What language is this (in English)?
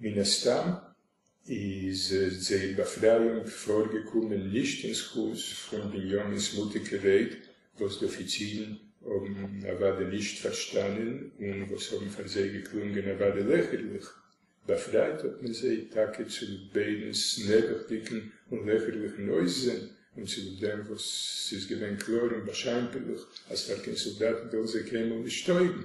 Yiddish